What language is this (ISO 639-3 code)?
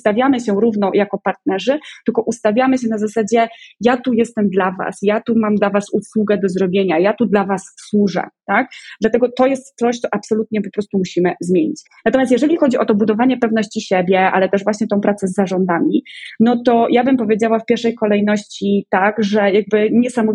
pol